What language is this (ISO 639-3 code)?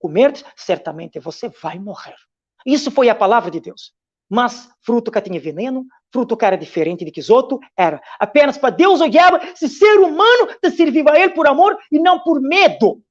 kea